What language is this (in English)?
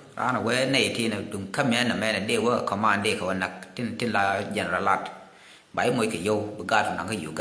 Nuer